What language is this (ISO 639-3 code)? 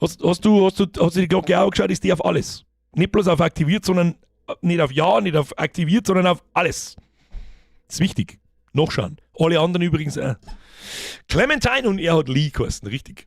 bar